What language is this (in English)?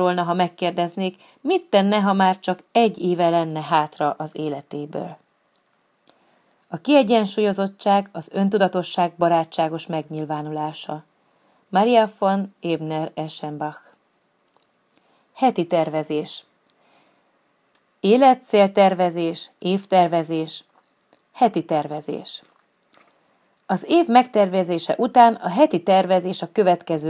Hungarian